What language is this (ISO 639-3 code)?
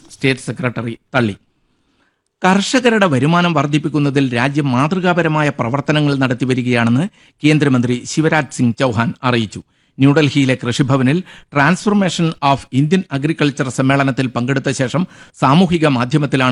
mal